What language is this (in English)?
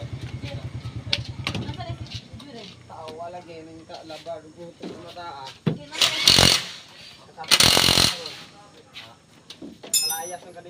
Filipino